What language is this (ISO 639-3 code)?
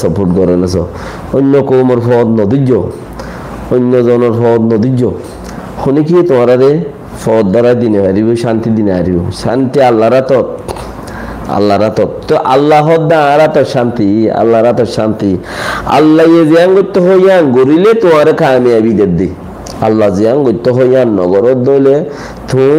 rhg